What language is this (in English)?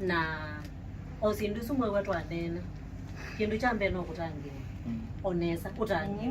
Kamba